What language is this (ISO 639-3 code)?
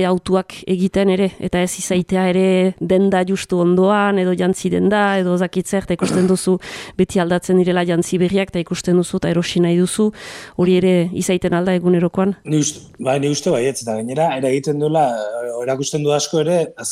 eus